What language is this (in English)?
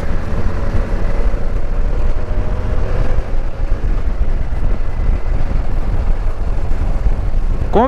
Portuguese